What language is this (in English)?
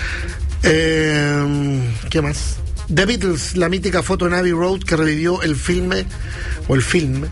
Spanish